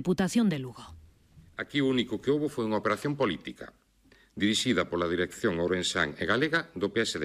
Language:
Galician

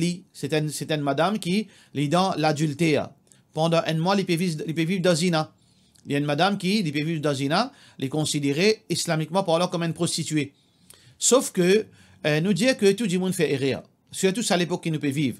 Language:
Morisyen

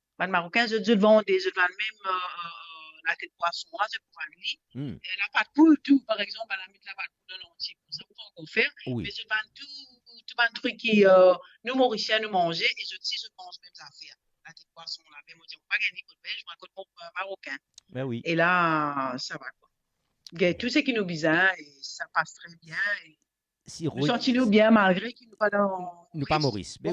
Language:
Morisyen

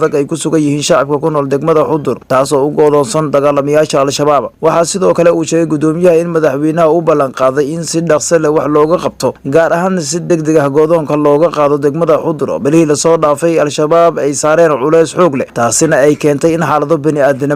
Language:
Somali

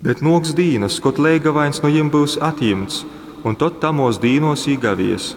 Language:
Latgalian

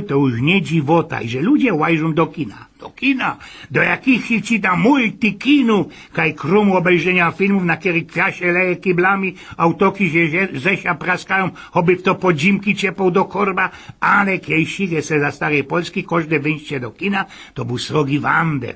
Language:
Silesian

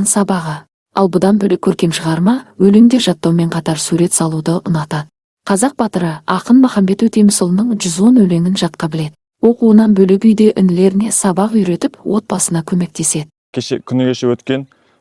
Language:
Kazakh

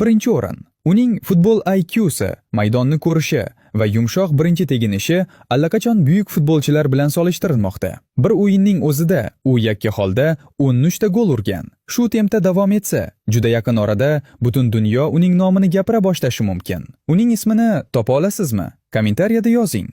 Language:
Uzbek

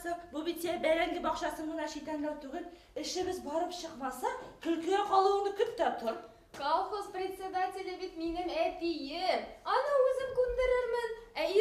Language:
Bashkir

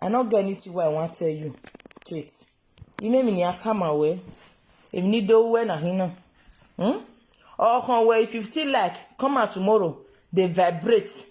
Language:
Nigerian Pidgin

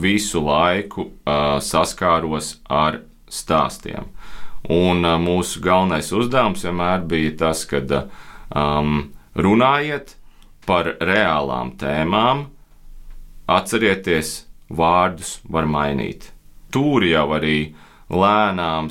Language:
Latvian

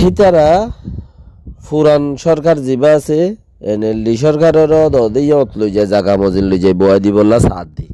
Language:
Rohingya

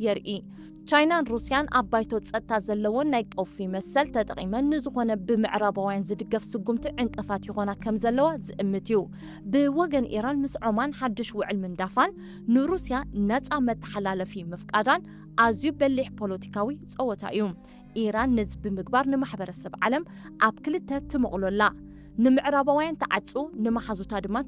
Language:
Tigrinya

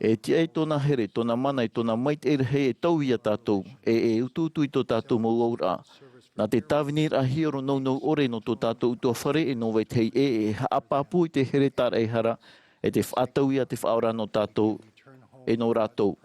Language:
Tahitian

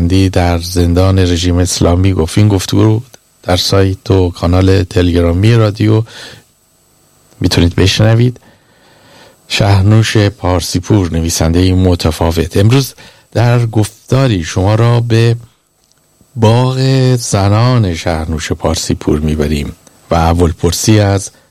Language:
Persian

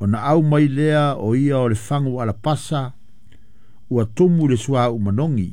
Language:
Samoan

